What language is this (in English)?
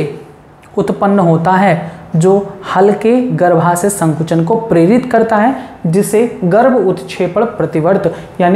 Hindi